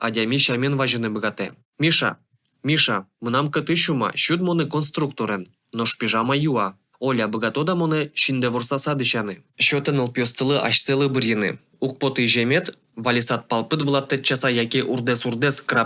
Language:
Udmurt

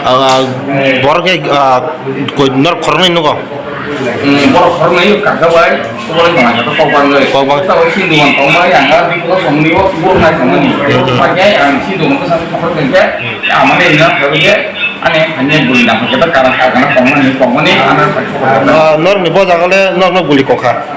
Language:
Kok Borok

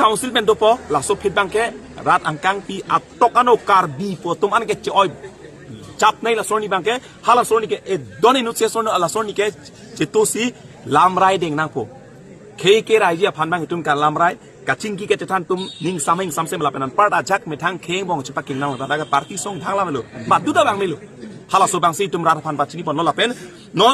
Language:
Karbi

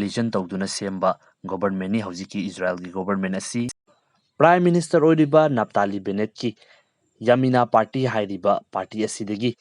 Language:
Manipuri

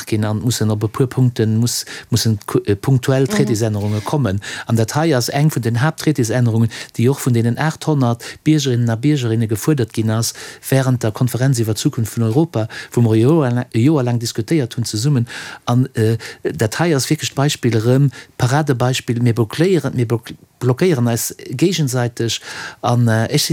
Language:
Luxembourgish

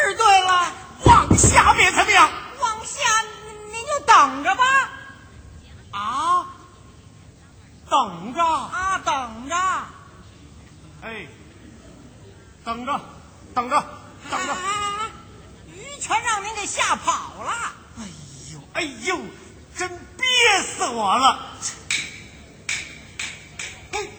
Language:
Chinese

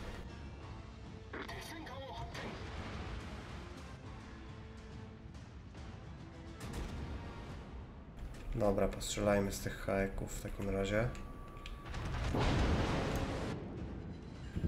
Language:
Polish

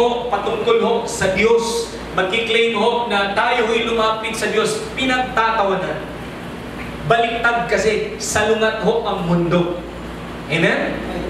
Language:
Filipino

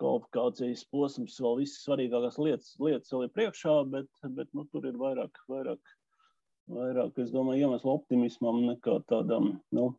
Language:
Latvian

